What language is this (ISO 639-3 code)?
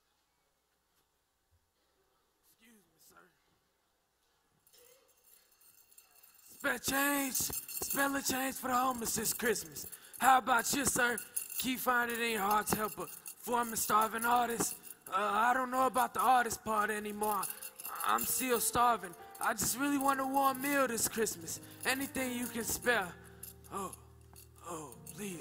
eng